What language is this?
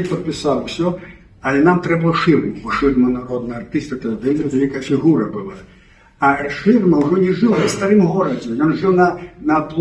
Belarusian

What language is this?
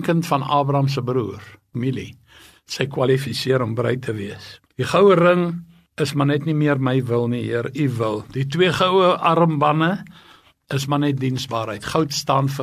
Afrikaans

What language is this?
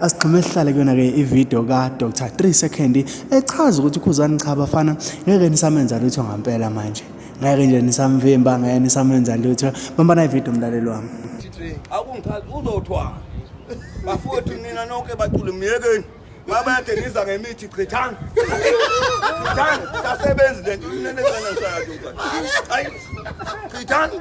Zulu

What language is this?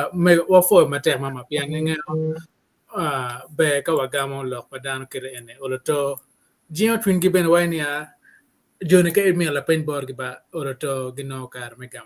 Acoli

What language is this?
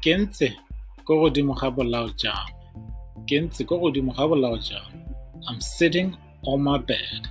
Tswana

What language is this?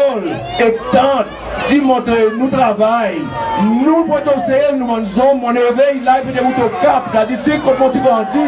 Seselwa Creole French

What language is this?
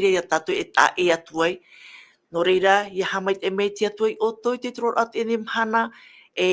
Tahitian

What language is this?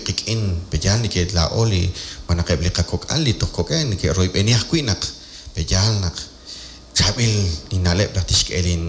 Kekchí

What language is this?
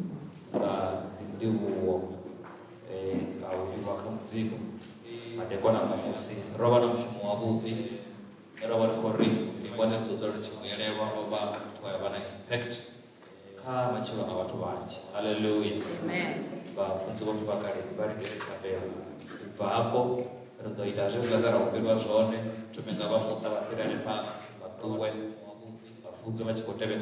Venda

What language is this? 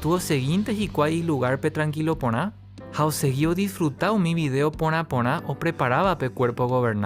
Guarani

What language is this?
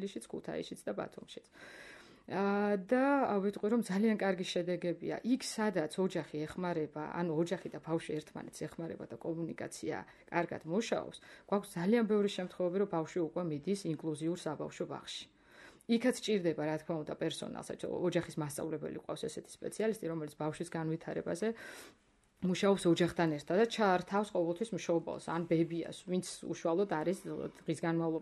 Georgian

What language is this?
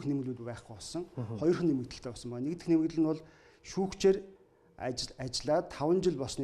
Mongolian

